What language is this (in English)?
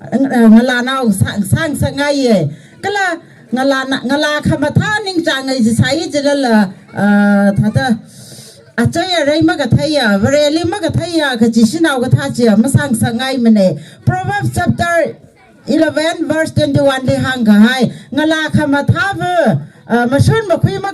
Tangkhul Naga (India)